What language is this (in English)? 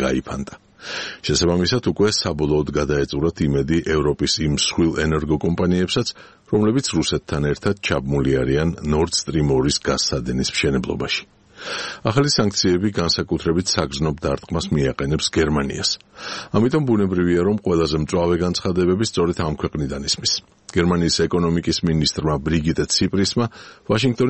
Georgian